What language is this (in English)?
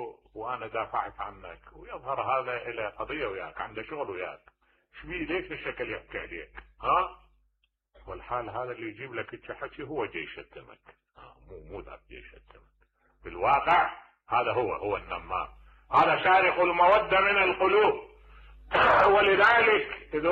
Mesopotamian Arabic